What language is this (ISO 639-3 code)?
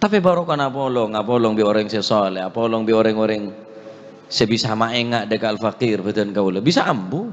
mad